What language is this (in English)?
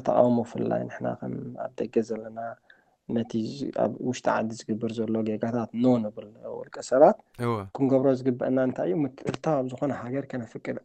Tigrinya